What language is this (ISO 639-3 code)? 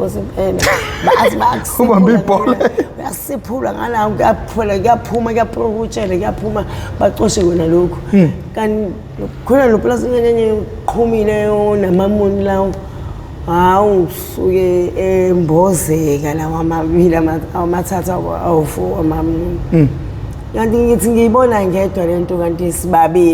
zul